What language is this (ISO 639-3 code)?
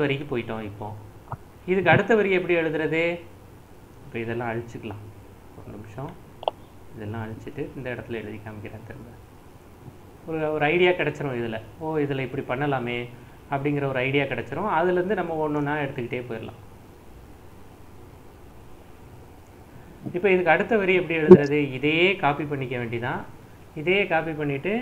tam